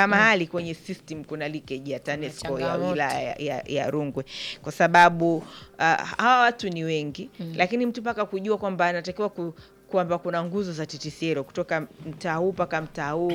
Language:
Swahili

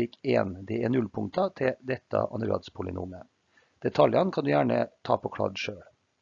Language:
Norwegian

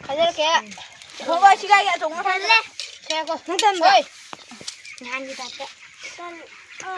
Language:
Manipuri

